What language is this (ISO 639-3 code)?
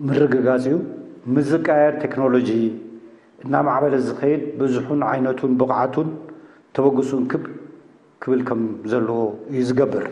tir